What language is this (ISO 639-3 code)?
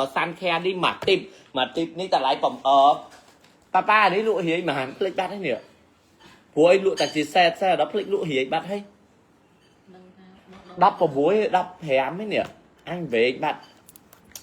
khm